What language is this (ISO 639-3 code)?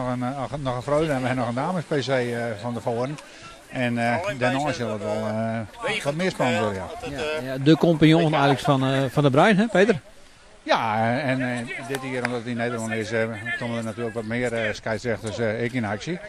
fry